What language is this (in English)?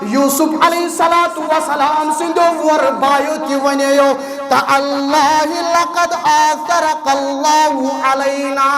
Kashmiri